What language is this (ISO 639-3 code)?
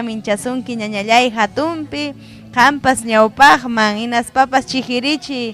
quy